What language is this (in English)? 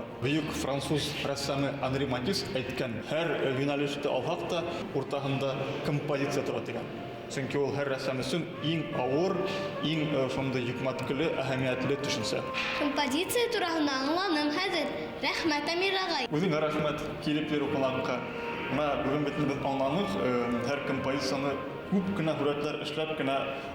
Bashkir